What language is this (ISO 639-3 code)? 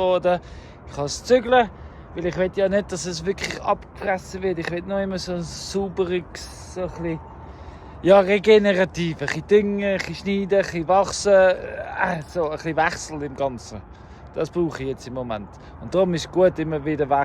gsw